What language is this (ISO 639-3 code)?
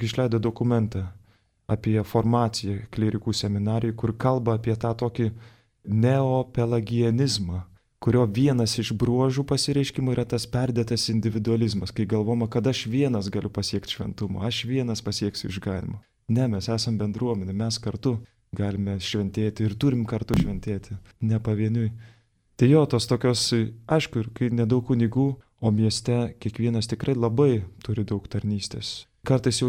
lit